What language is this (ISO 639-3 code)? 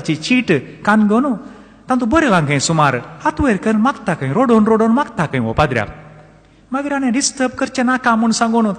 kok